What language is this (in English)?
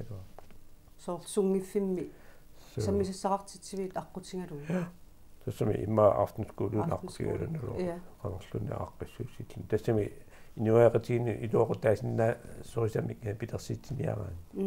Kalaallisut